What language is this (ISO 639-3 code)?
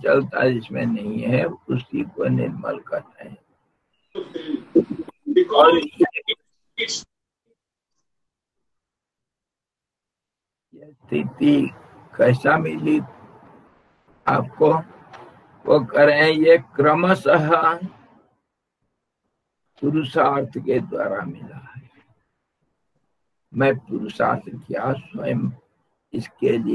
hin